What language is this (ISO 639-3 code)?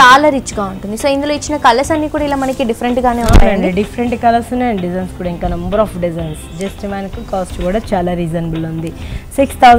tel